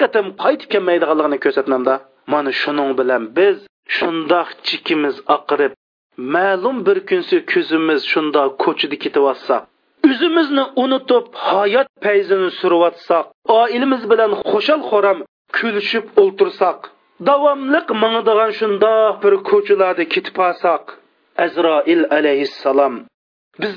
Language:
Uyghur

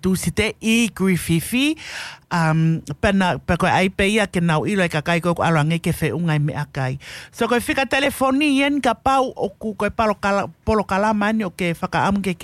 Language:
Tongan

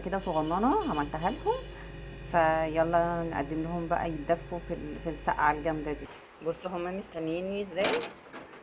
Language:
Egyptian Arabic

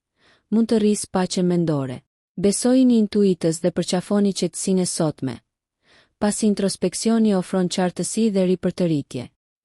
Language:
Albanian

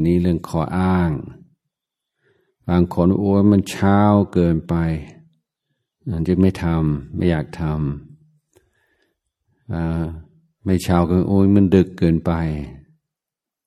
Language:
Thai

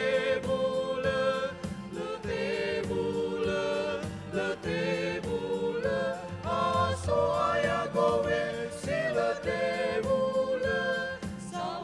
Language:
Nias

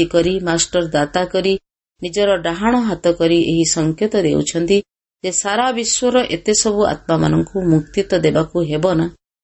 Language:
Odia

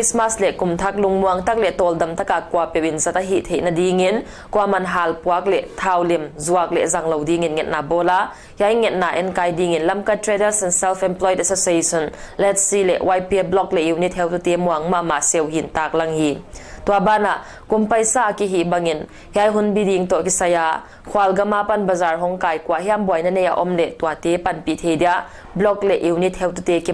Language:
Paite Chin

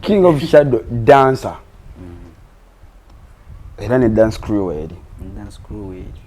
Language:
Ganda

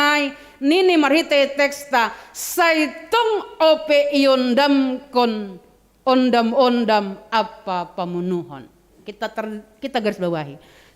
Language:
Batak Simalungun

